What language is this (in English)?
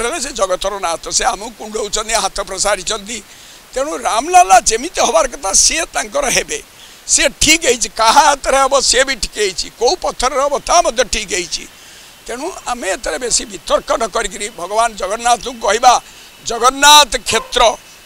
Odia